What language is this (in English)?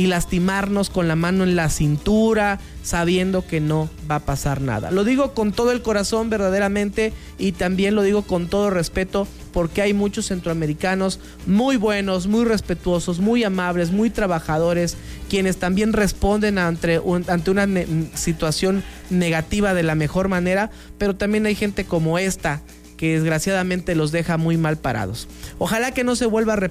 Spanish